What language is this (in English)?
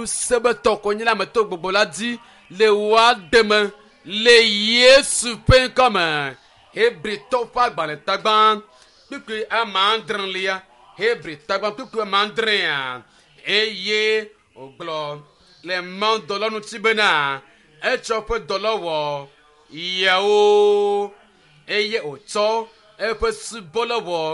Ewe